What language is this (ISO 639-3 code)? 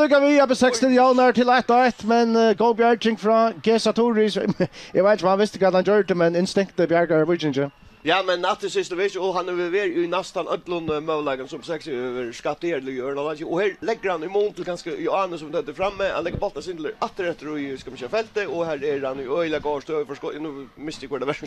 fao